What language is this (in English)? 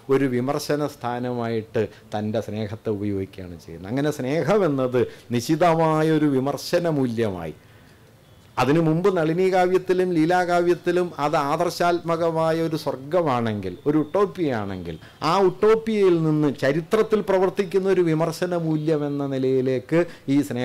Malayalam